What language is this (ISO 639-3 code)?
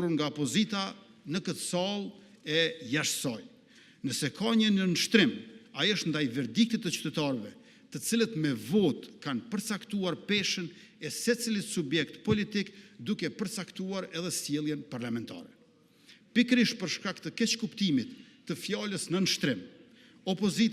sqi